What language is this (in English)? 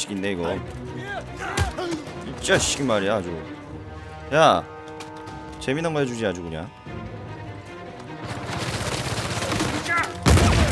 Korean